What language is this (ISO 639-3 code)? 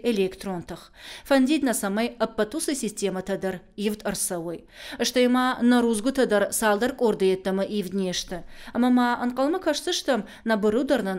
oss